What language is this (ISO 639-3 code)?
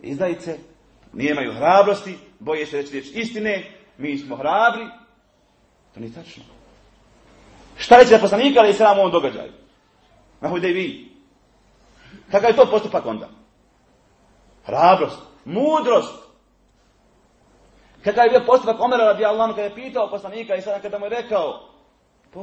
bos